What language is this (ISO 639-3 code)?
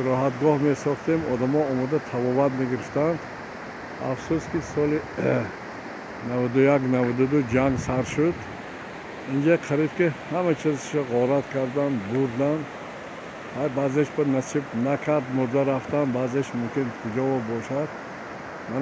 tgk